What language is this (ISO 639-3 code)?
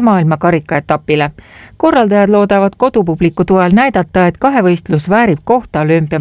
est